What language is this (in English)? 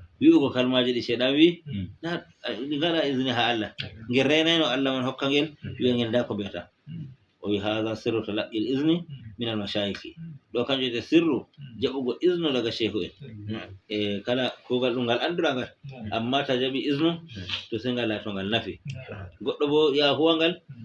Fula